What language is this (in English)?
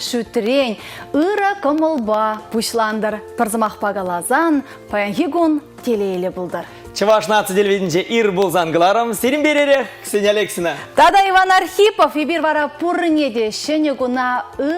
Chuvash